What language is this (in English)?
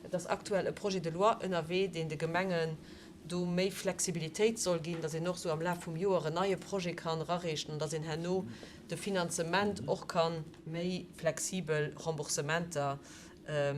Luxembourgish